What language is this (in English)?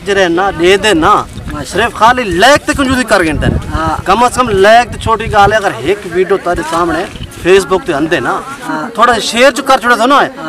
Saraiki